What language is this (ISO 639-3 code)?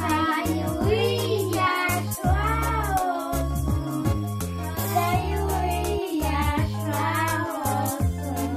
crh